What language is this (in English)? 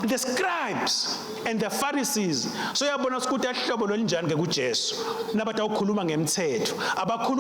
Swati